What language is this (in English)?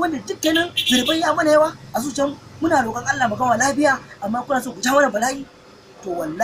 Hausa